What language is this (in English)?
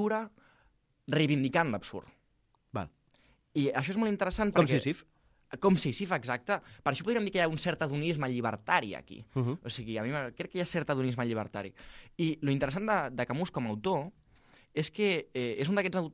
Catalan